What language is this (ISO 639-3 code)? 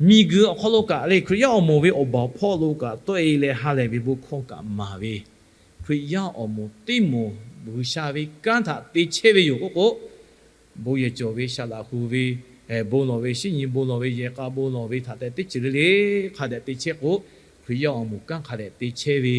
lhu